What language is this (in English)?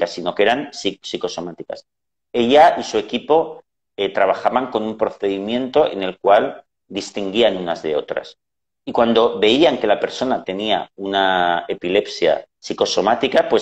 Spanish